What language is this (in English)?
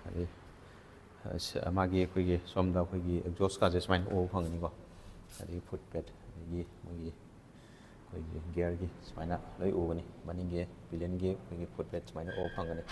Manipuri